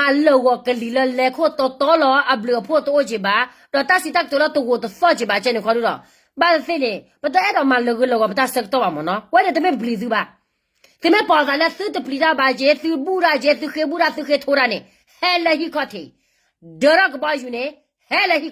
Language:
S'gaw Karen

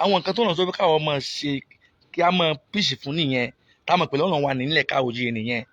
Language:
Yoruba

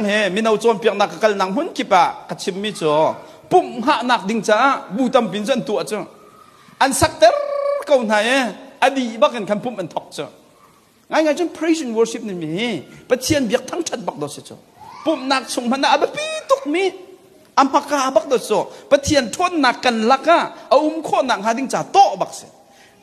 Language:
Hakha Chin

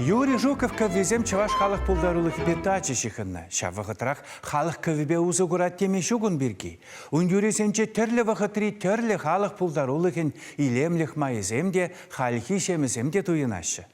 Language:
Chuvash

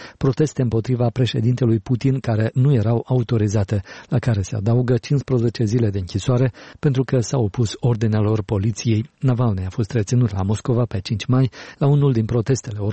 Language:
Romanian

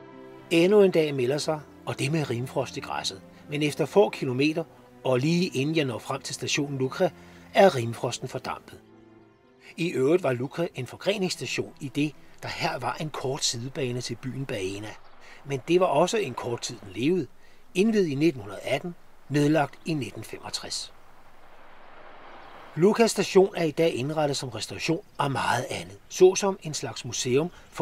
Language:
Danish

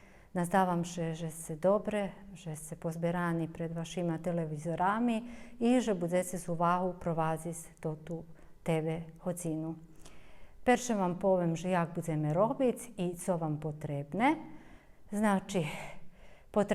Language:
Rusyn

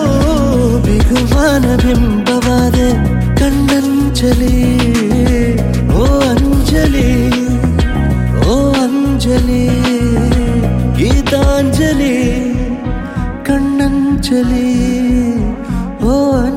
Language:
Kannada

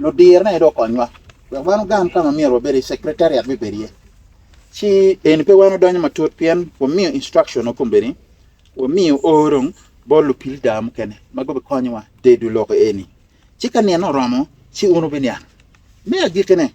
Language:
Acoli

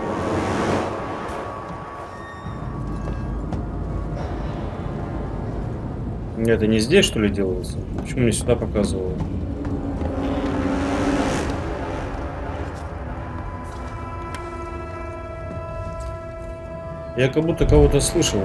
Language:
Russian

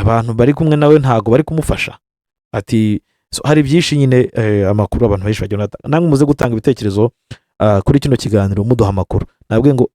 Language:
Kinyarwanda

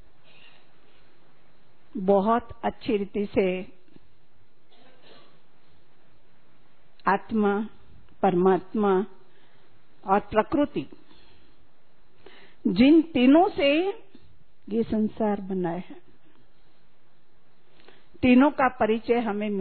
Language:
Hindi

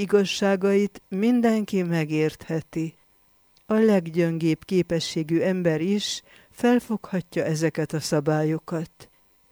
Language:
Hungarian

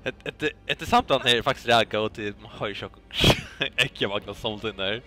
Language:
Faroese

